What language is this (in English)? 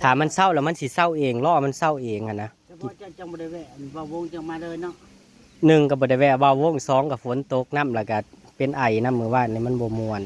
Northeastern Thai